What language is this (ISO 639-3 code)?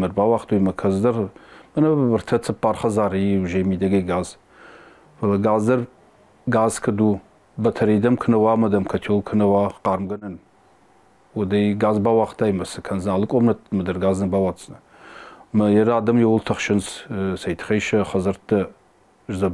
oss